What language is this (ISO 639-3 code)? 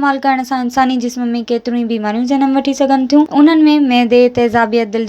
snd